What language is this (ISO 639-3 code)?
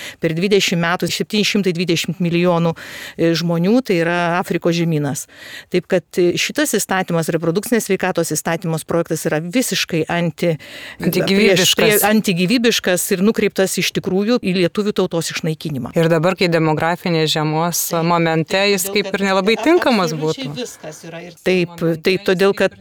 lit